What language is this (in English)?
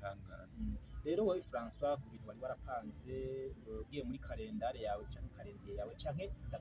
Rundi